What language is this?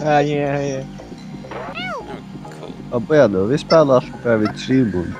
Faroese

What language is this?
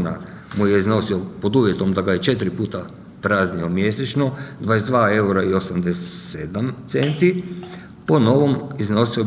Croatian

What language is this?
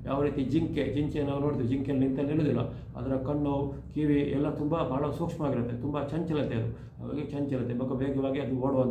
Kannada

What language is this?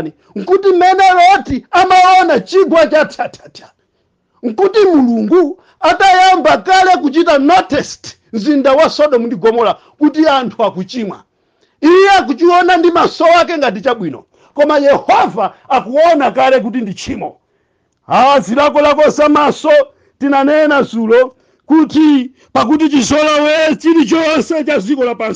Nyanja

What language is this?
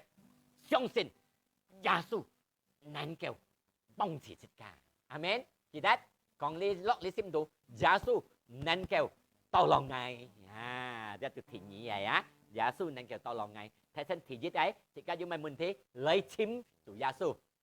Hakka Chinese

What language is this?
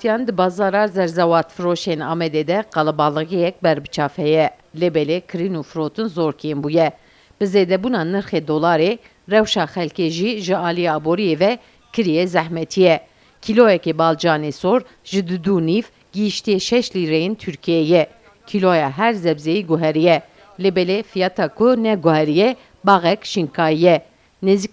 Kurdish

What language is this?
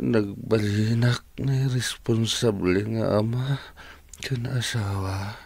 Iloko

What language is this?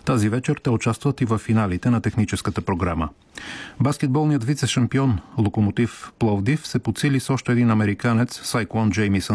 Bulgarian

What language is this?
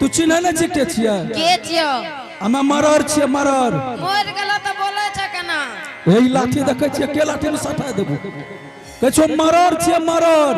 Angika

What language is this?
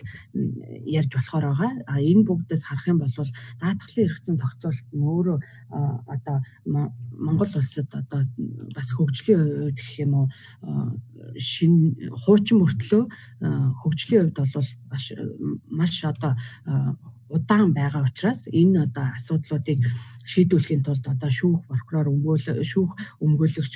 Mongolian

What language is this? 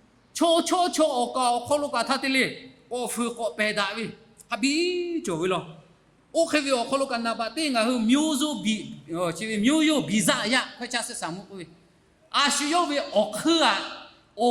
Lahu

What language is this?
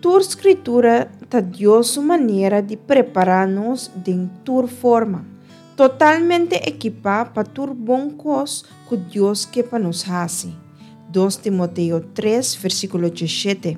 Papiamento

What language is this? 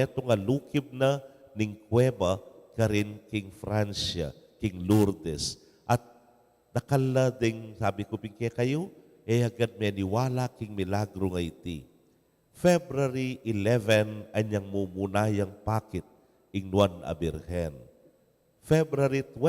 Pampanga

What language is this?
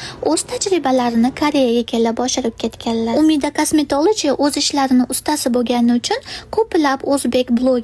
Uzbek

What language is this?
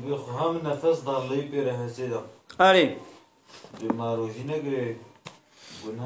Kurdish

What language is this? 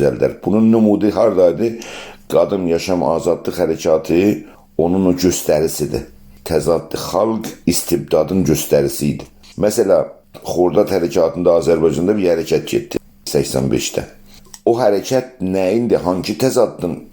South Azerbaijani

